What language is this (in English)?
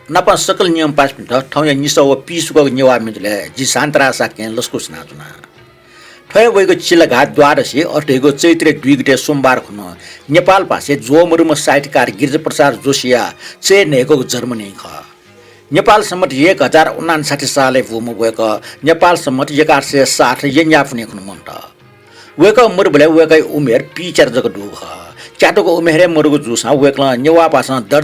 Newari